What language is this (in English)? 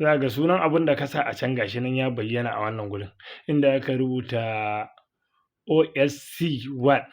Hausa